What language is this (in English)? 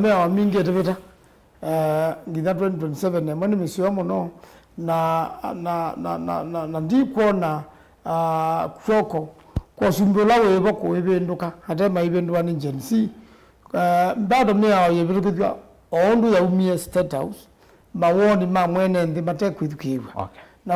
Kamba